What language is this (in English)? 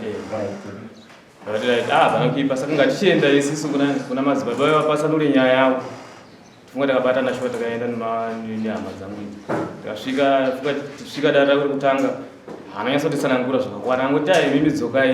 Shona